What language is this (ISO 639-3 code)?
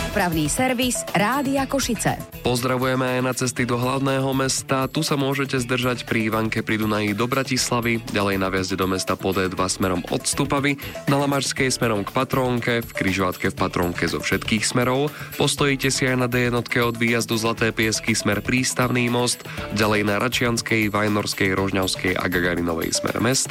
slk